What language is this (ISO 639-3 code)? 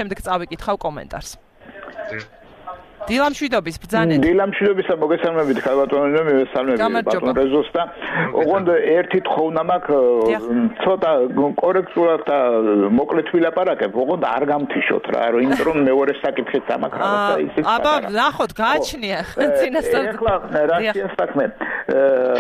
kat